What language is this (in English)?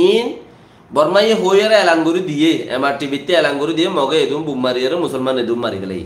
Rohingya